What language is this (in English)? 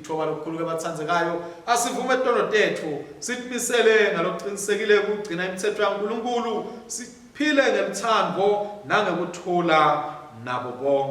Swati